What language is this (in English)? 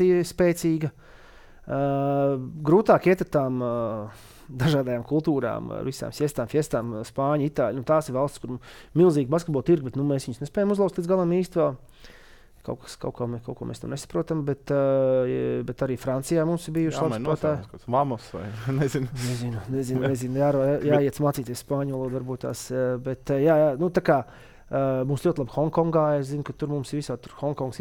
Latvian